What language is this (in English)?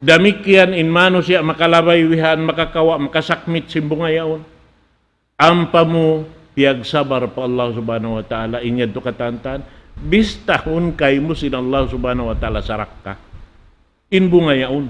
Tausug